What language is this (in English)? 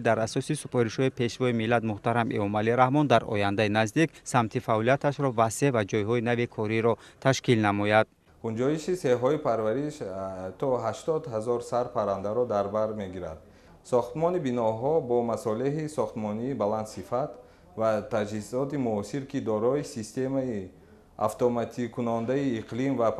Tajik